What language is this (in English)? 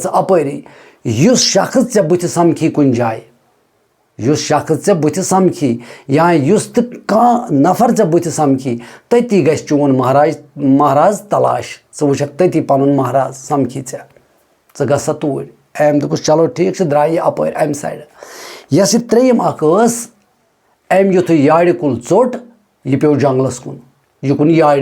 Kashmiri